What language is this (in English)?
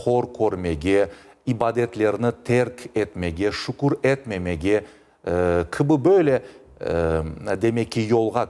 Crimean Tatar